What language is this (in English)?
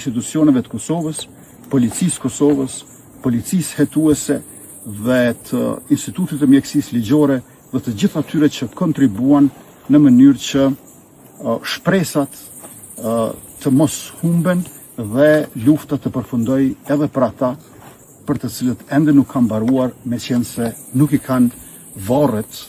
Albanian